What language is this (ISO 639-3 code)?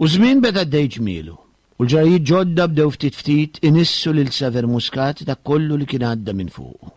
mlt